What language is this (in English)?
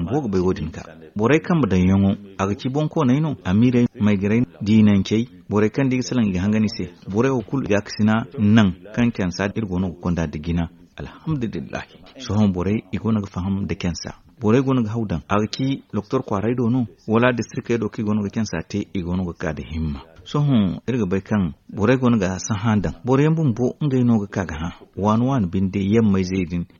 Zarma